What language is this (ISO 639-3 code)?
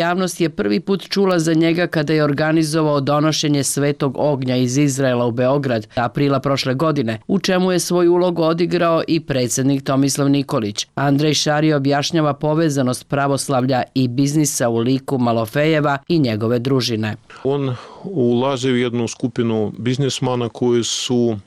srp